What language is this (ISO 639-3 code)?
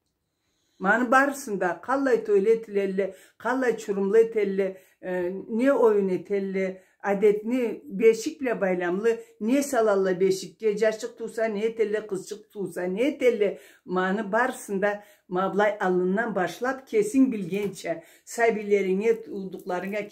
krc